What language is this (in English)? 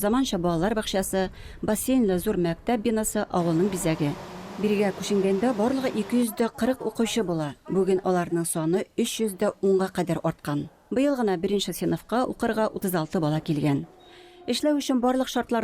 Tatar